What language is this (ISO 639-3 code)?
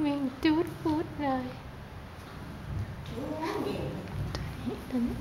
lao